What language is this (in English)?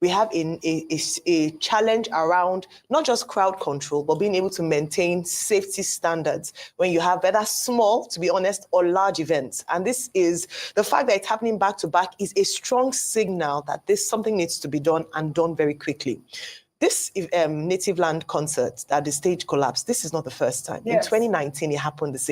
Nigerian Pidgin